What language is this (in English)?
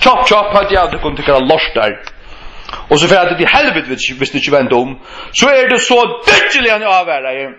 Faroese